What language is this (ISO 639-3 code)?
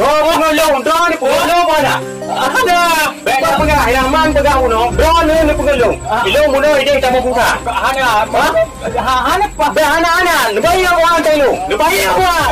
ace